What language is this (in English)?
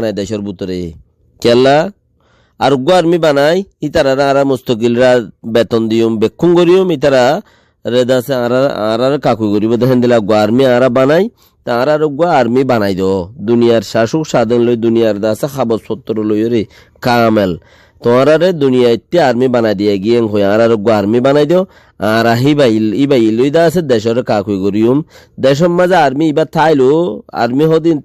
Rohingya